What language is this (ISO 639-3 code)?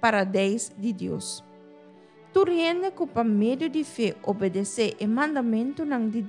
pap